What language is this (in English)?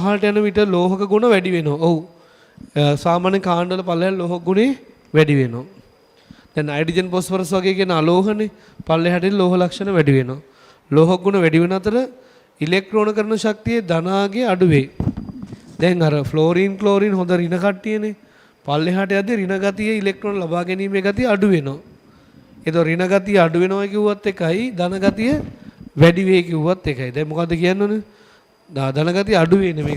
Sinhala